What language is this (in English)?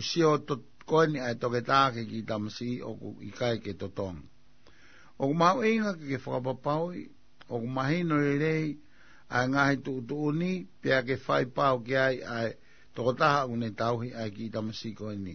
Tongan